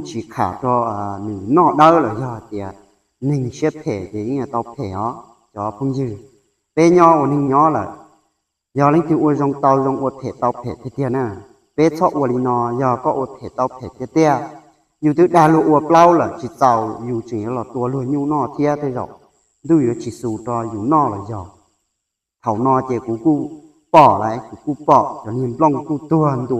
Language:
Hmong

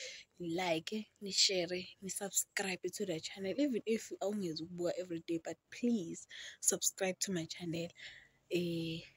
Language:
Zulu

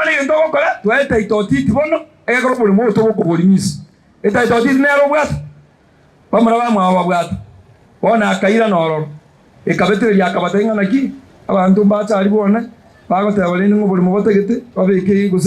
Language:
Gusii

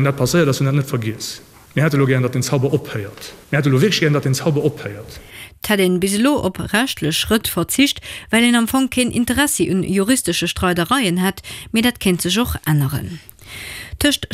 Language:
Luxembourgish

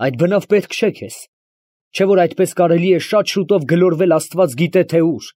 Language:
Armenian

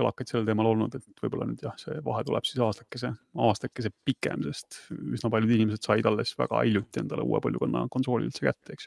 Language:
Estonian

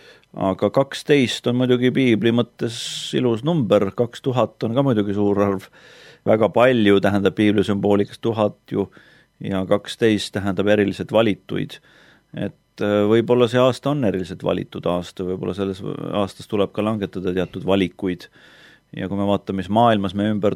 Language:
Estonian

